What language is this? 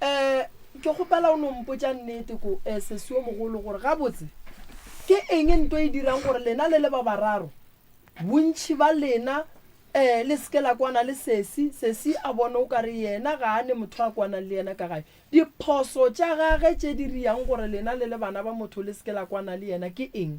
Northern Sotho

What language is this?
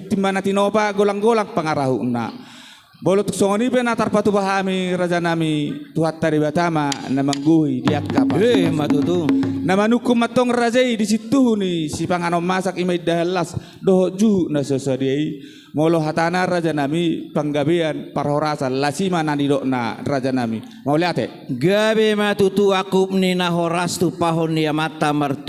Batak Toba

